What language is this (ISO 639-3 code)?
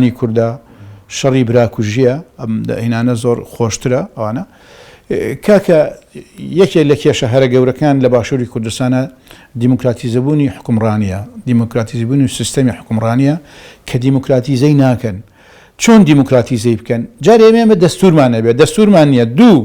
ckb